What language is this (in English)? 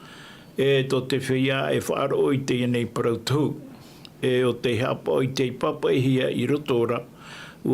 Tahitian